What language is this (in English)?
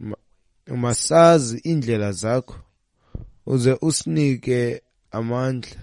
Xhosa